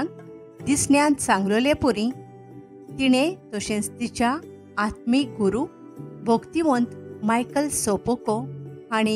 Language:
Konkani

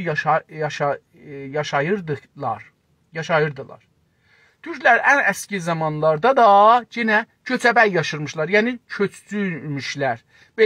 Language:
South Azerbaijani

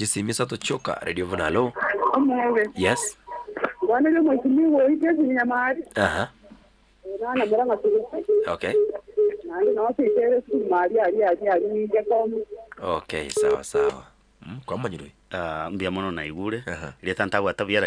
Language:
Gusii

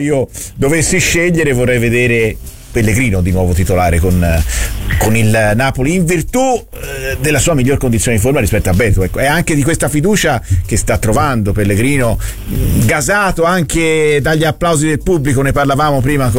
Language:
Italian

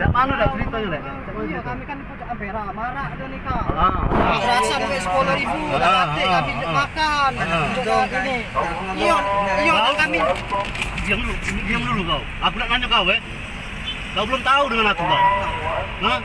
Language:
Musi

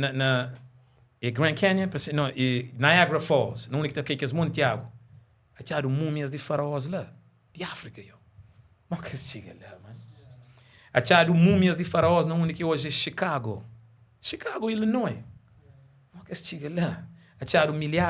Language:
Kabuverdianu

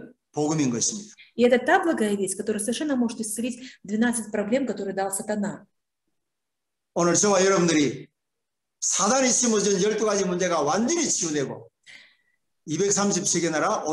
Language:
Korean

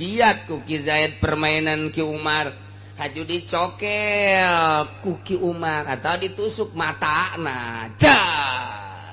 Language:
Sundanese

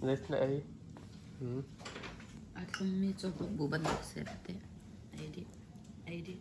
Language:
Hakha Chin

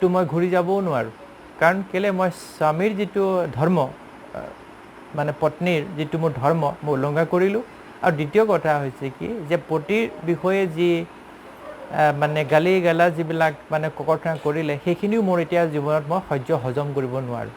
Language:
Assamese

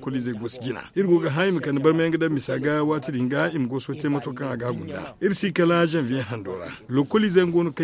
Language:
Zarma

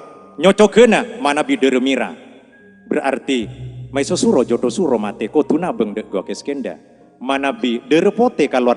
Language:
Madurese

